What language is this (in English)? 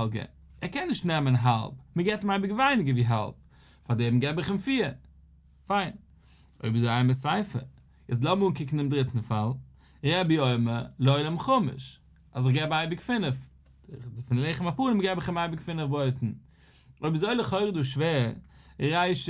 Yiddish